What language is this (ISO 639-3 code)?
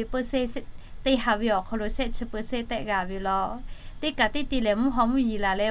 lhu